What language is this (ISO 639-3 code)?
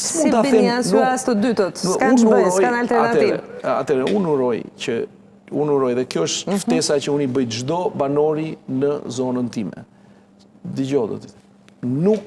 sqi